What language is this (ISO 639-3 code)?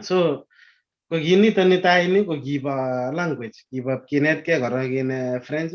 kln